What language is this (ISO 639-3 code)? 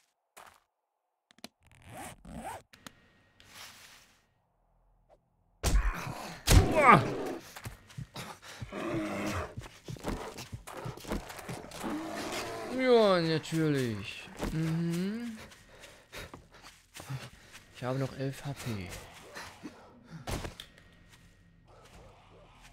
deu